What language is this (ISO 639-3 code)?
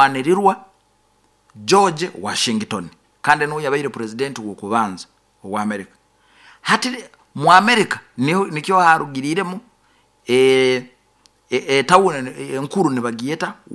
nyo